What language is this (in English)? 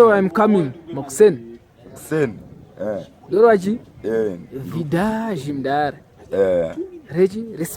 Shona